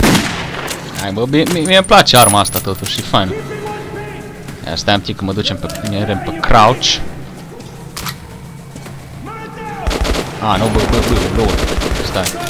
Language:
Romanian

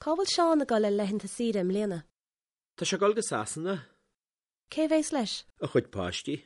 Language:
Irish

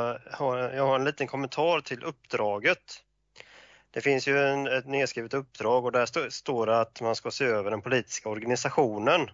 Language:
Swedish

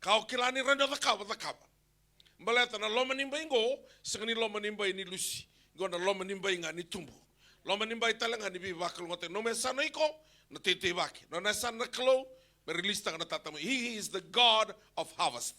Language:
Fijian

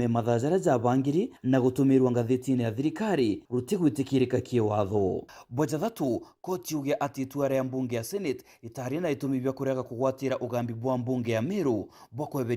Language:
Meru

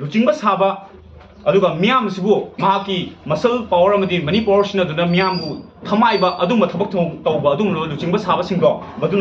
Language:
Manipuri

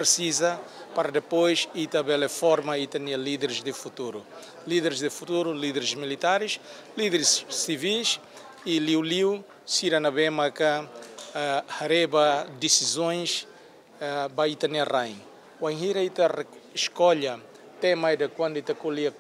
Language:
Tetum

